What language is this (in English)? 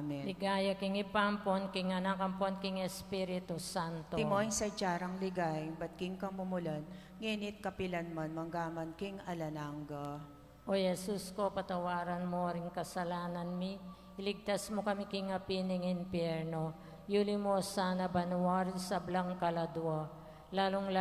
Pampanga